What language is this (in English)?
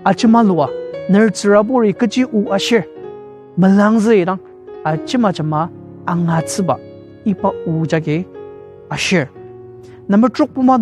Ao Naga